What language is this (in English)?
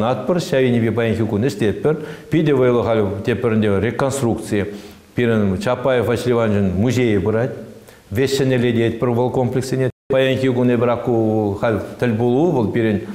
Chuvash